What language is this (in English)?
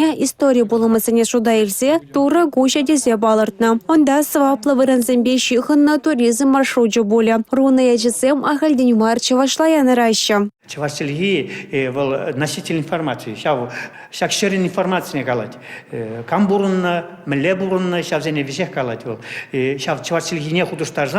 Chuvash